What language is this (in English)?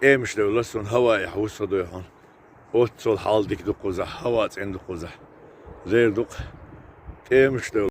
Chechen